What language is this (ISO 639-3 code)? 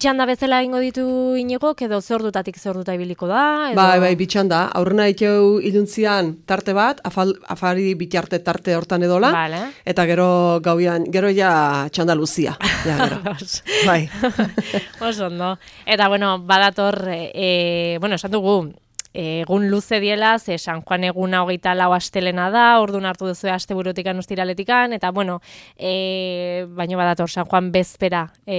eus